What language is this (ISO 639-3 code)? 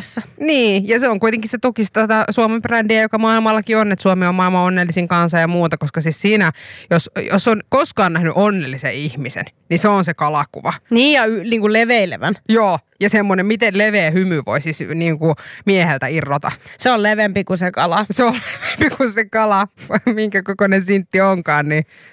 fin